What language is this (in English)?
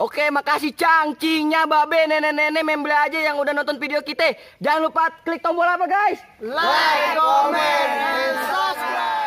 Betawi